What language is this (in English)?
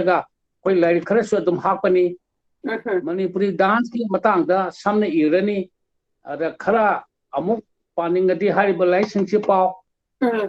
Manipuri